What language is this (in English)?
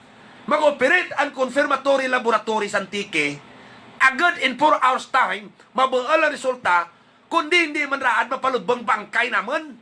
Hiligaynon